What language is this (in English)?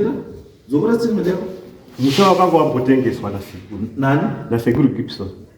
Shona